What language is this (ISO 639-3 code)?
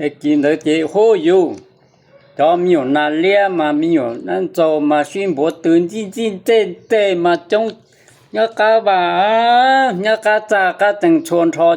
hmn